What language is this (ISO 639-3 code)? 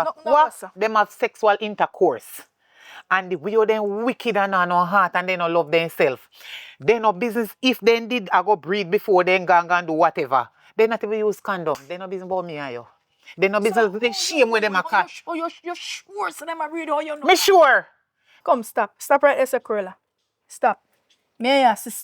jam